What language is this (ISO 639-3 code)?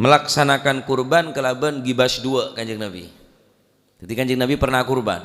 mad